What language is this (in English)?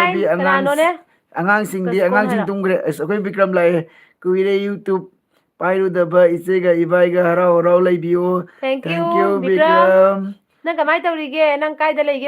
Manipuri